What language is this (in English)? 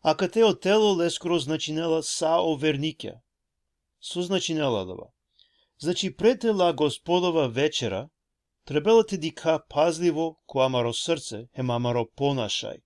Balkan Romani